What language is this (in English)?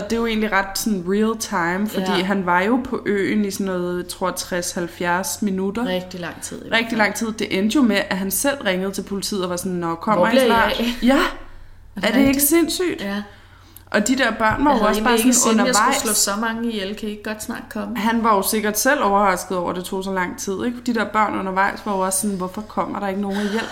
Danish